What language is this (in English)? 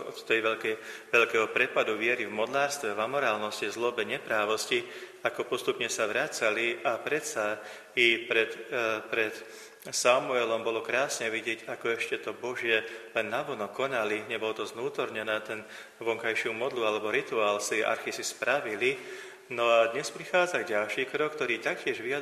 Slovak